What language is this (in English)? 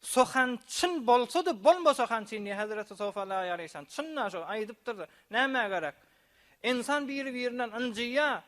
Turkmen